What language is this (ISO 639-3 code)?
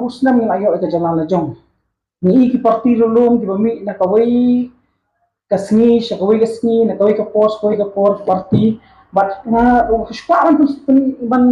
kha